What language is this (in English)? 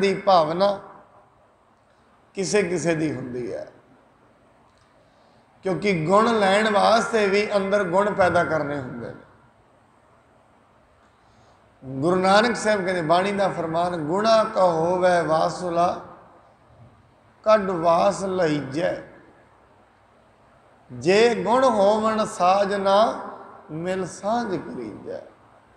Punjabi